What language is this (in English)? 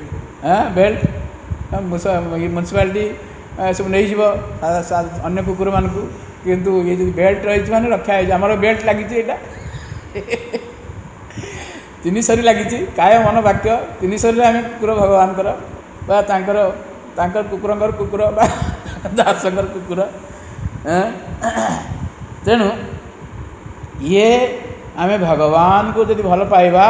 Odia